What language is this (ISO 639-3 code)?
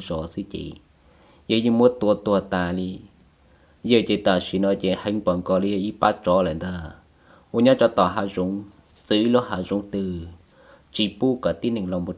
hmn